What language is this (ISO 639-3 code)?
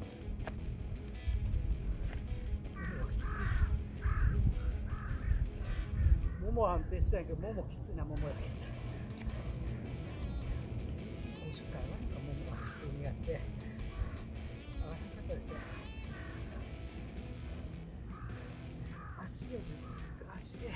jpn